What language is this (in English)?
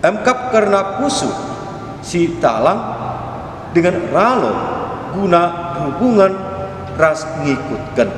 Batak Karo